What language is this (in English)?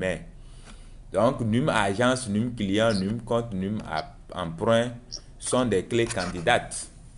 French